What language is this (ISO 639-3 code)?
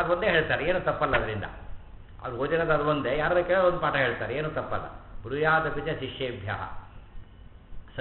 kan